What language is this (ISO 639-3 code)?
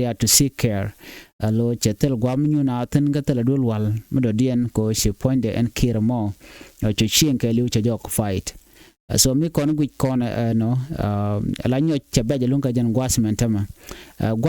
nus